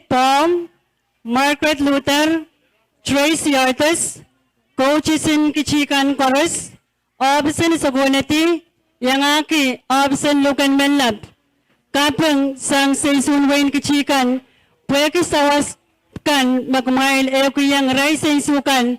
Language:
Pohnpeian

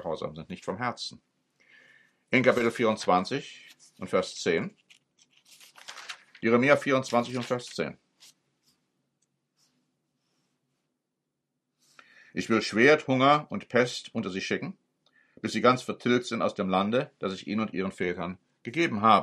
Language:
German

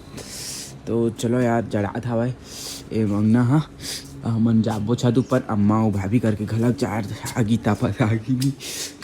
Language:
Chhattisgarhi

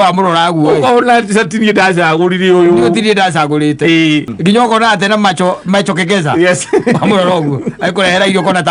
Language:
Kikuyu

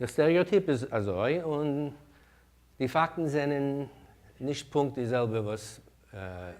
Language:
Yiddish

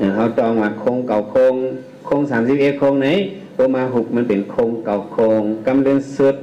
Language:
Shan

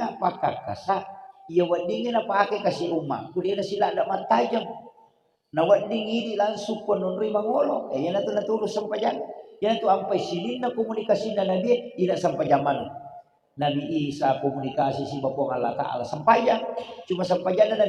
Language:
Buginese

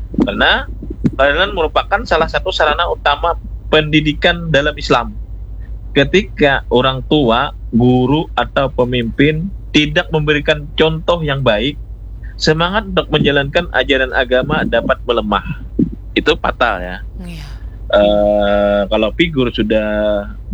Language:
Indonesian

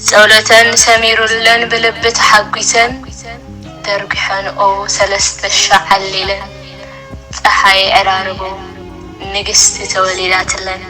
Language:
Tigrinya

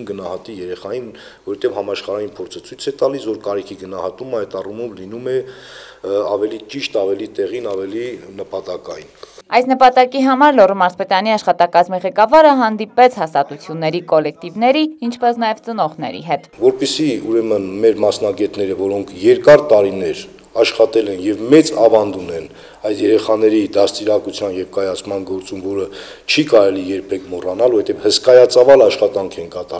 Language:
Armenian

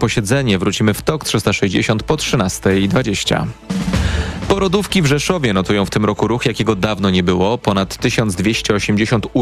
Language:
Polish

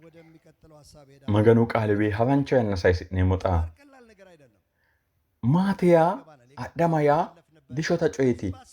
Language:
Sidamo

